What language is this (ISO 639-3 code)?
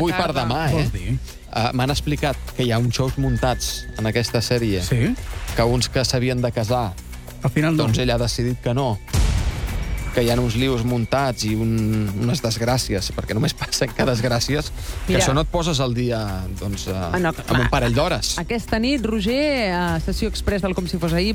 cat